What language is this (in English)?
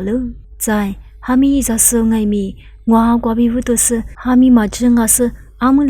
Lisu